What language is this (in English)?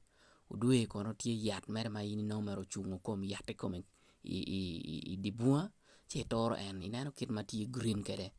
Acoli